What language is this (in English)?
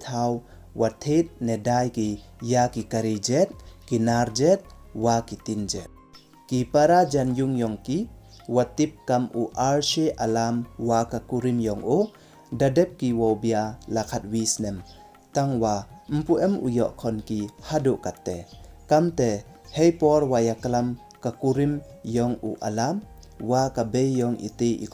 Pnar